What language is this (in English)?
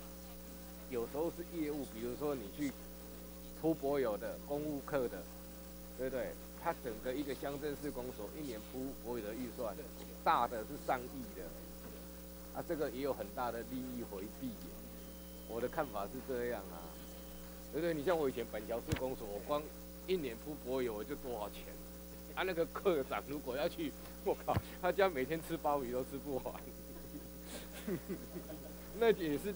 Chinese